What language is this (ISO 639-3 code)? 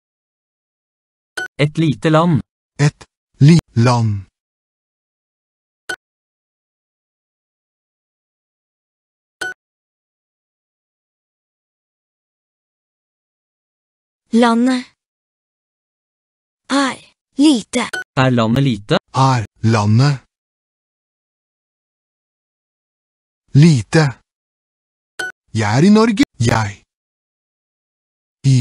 nor